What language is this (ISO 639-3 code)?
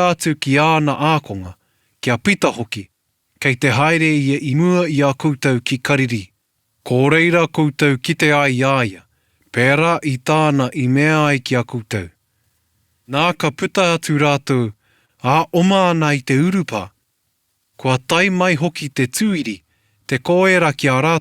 mri